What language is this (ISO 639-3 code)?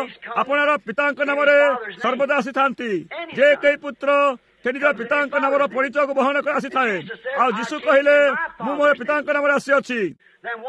ori